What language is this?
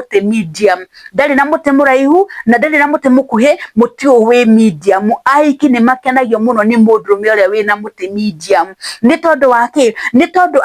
Kikuyu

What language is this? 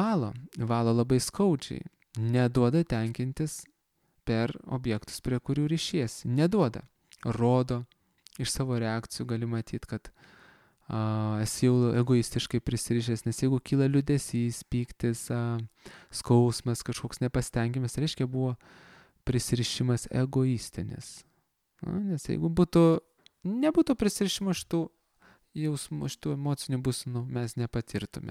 Lithuanian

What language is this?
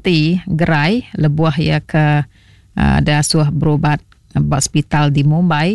Iban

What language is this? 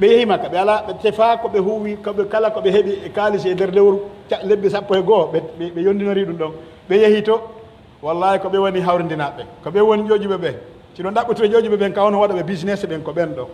Pular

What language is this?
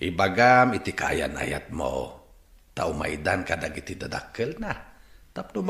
Iloko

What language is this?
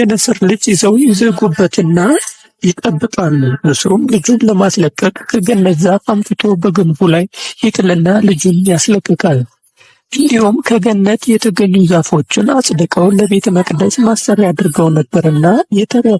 Amharic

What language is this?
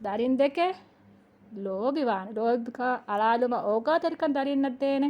Divehi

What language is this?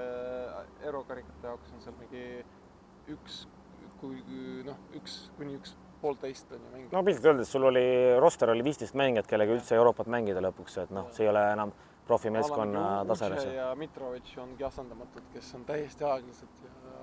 Estonian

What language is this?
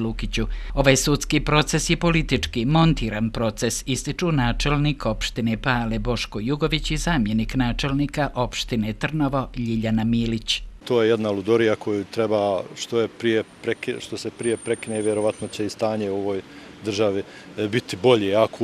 Bosnian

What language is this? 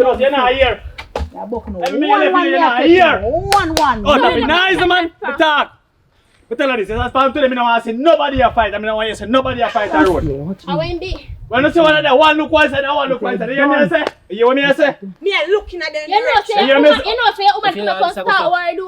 Jamaican Creole English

